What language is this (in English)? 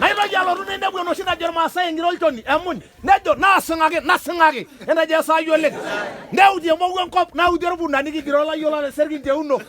Masai